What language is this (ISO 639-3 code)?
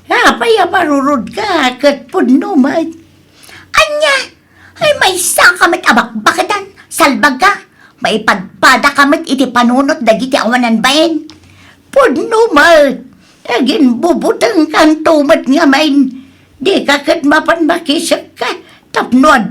ilo